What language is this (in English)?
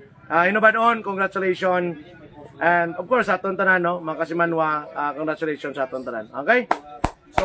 Hiligaynon